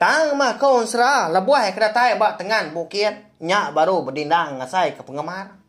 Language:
Iban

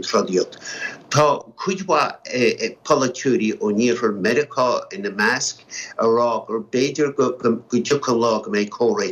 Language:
Irish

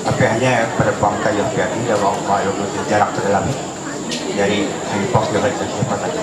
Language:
Ma'anyan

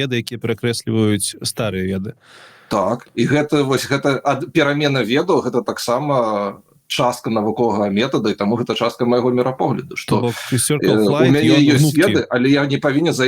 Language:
Belarusian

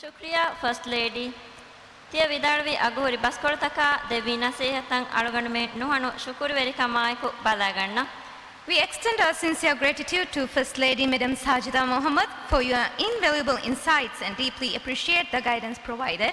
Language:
Divehi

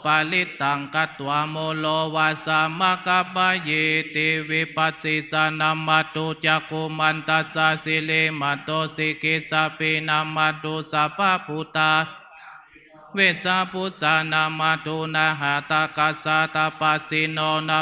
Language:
Pali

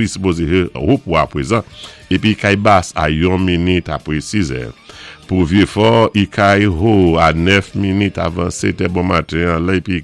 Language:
Saint Lucian Creole French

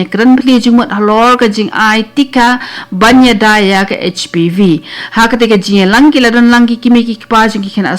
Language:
Khasi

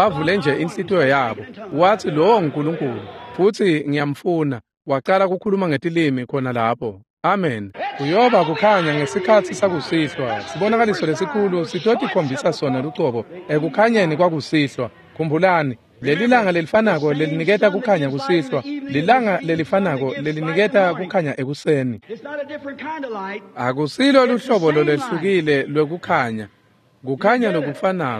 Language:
Swati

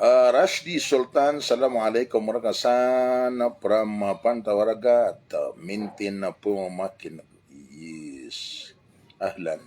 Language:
Maranao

